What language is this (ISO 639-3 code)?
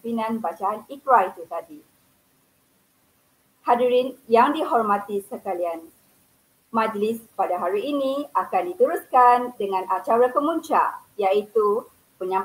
msa